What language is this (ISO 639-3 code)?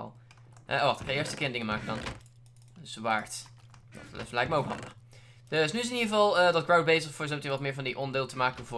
nld